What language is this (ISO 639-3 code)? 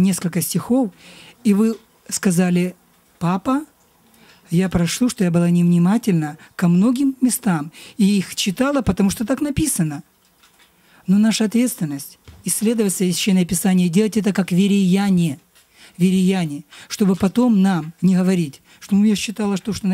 rus